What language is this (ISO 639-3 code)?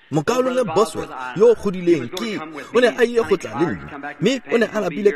tsn